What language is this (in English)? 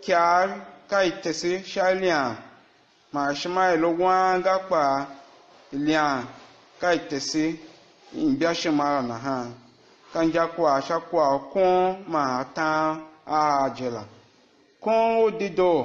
Tiv